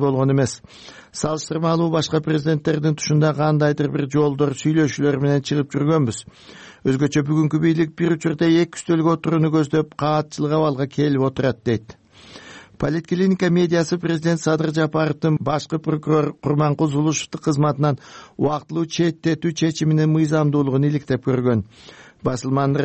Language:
Kyrgyz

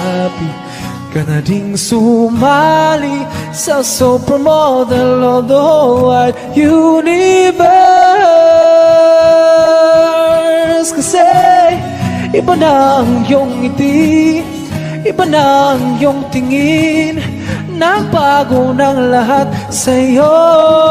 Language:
Filipino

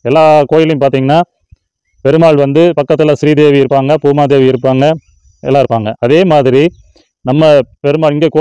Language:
Tamil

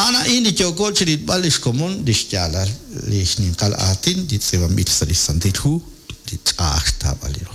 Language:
Kekchí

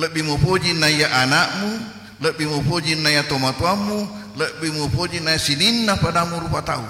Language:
Buginese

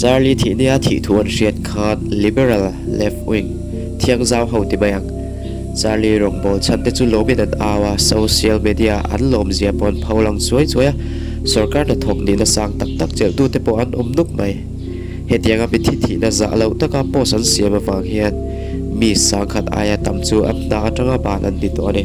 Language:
Mizo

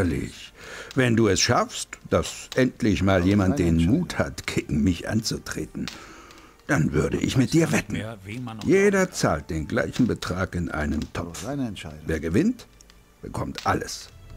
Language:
Bavarian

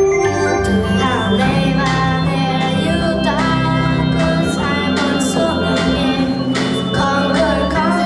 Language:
Faroese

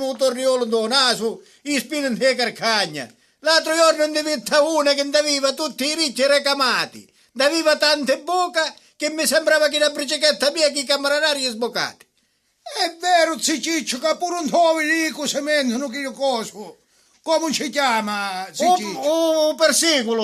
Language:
Sicilian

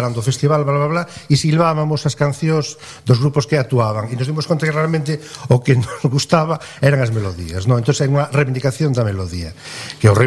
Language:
Galician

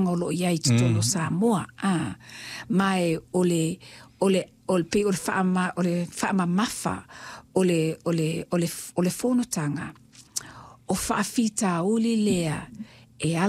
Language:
Samoan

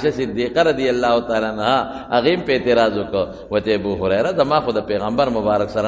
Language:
Pashto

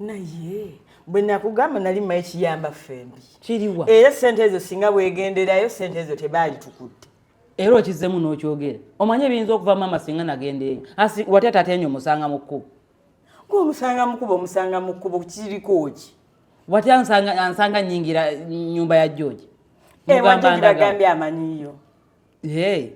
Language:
Ganda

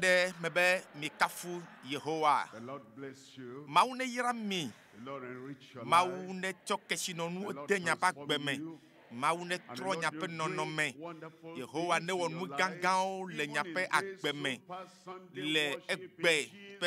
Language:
Ewe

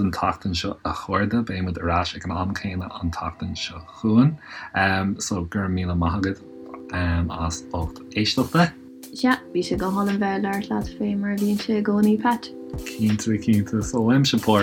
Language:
Irish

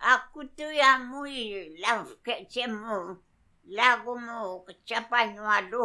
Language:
Mapuche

